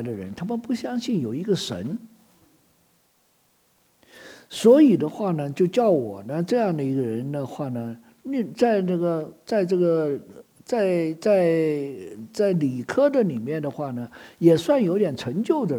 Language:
Chinese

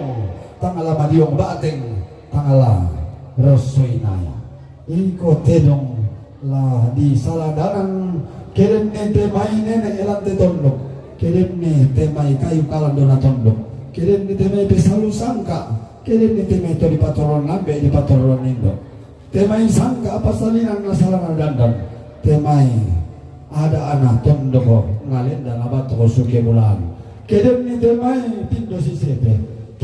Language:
Toraja-Sa'dan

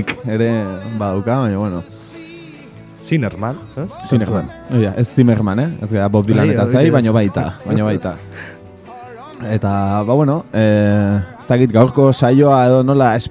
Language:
Basque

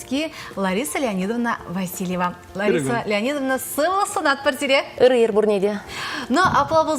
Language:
Chuvash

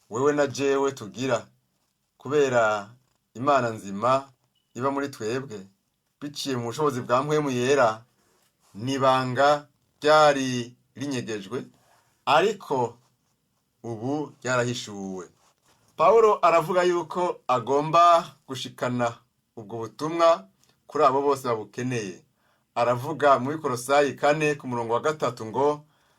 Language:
Rundi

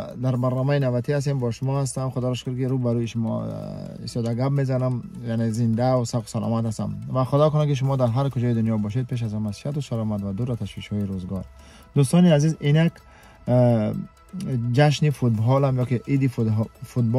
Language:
Tajik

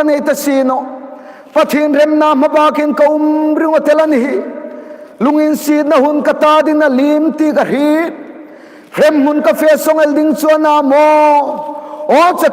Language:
Hmar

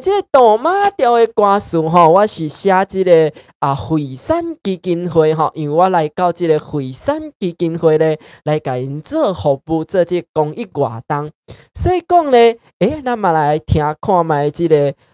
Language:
Min Nan Chinese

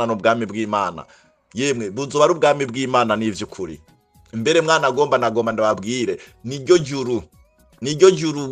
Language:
Rundi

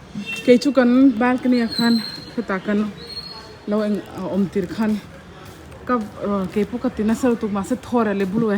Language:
Mizo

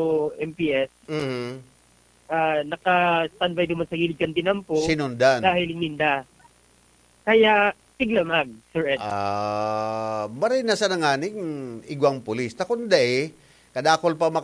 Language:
Bikol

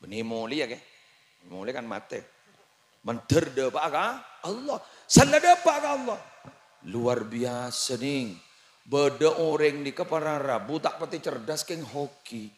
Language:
Madurese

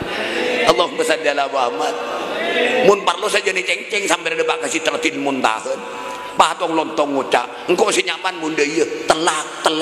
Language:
Madurese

